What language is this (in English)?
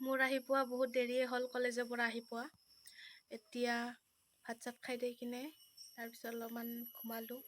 Assamese